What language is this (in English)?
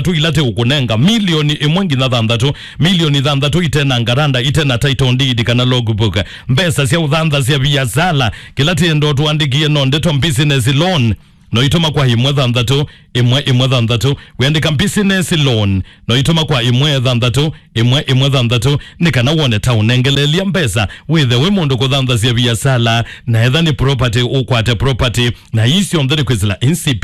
Kamba